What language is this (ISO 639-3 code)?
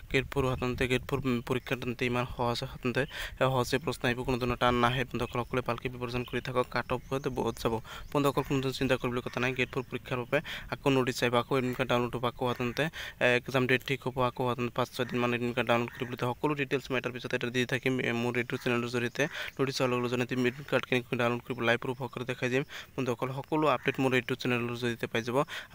asm